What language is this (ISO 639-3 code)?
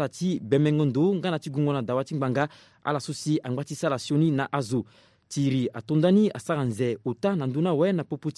sag